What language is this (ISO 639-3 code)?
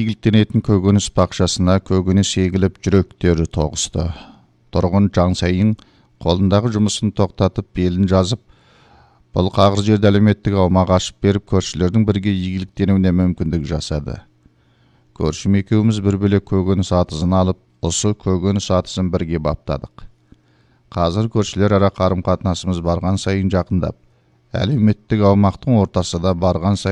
kaz